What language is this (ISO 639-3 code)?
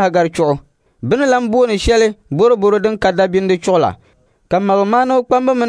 dag